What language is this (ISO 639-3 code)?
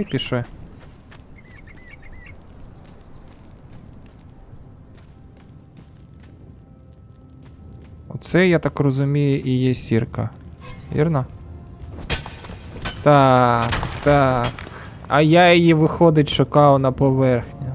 ukr